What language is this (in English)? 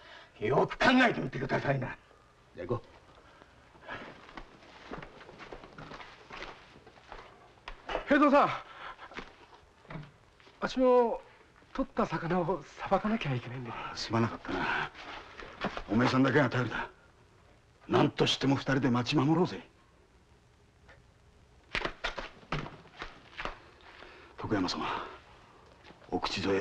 Japanese